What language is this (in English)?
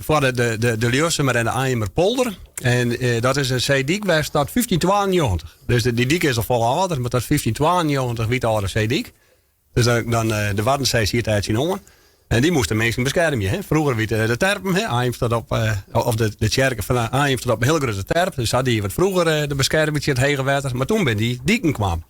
Western Frisian